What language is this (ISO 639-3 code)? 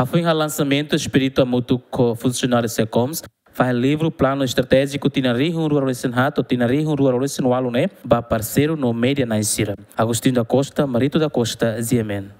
tet